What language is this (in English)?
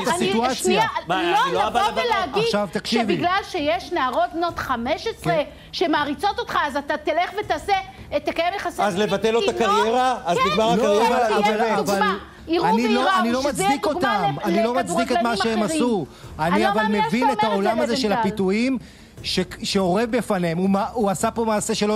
Hebrew